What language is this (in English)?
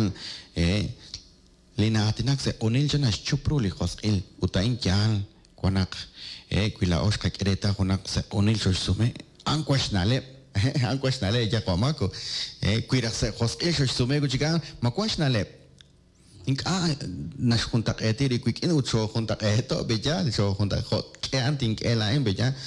Kekchí